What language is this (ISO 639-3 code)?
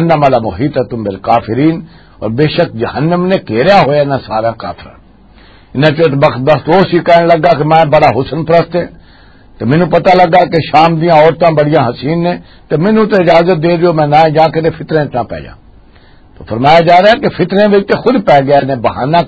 lah